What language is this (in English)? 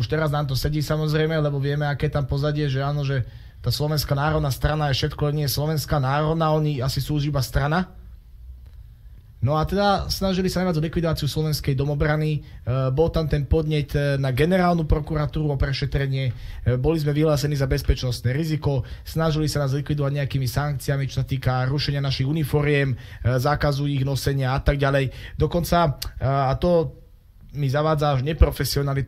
Slovak